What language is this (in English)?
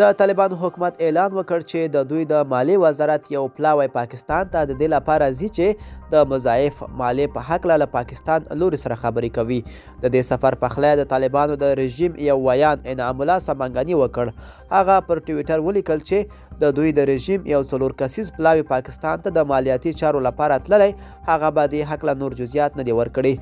Pashto